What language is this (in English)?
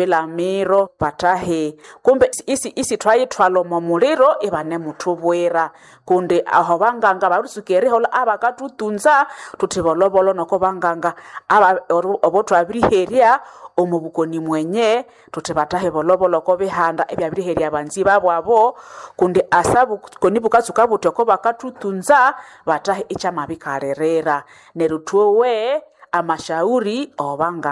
Nande